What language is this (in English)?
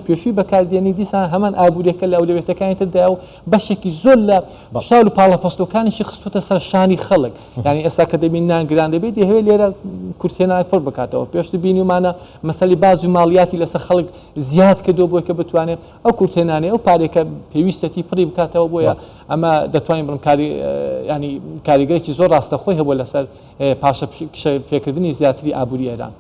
Central Kurdish